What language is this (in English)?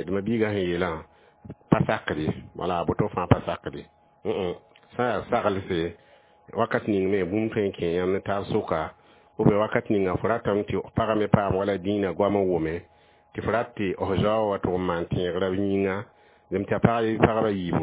Mossi